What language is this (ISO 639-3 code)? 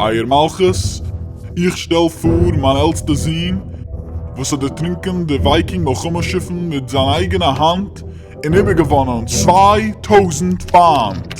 yid